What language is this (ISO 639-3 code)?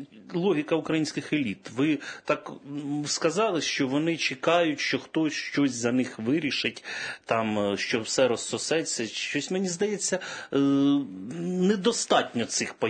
ukr